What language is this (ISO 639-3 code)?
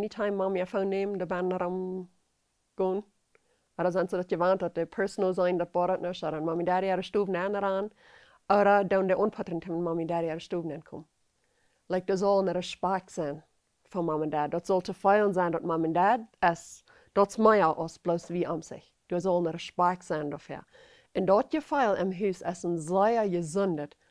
pdt